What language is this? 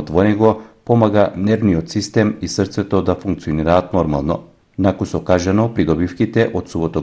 Macedonian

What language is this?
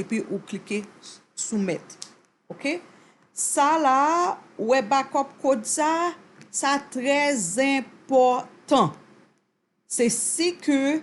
Haitian Creole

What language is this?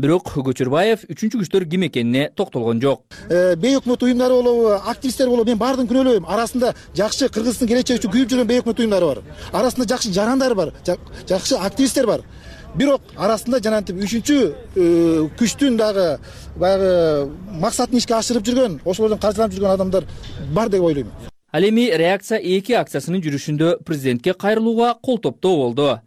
Kyrgyz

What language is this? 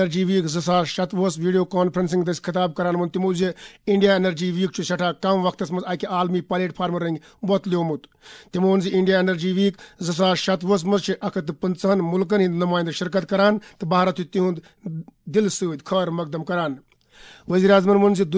Kashmiri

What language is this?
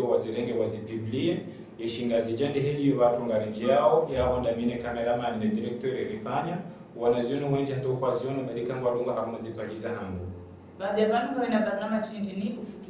Ngazidja Comorian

